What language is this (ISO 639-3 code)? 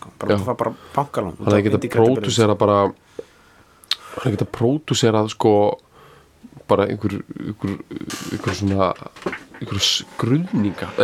isl